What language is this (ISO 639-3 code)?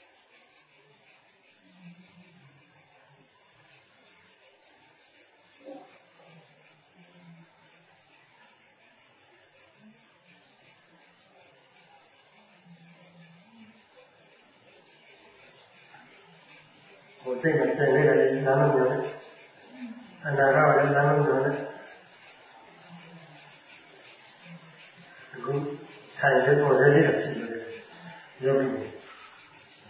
mya